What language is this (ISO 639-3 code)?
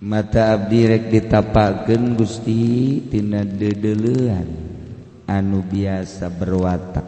sun